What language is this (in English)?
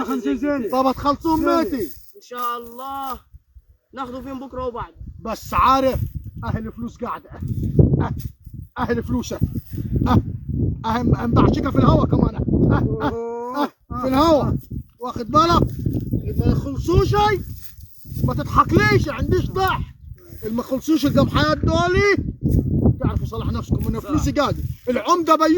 Egyptian Arabic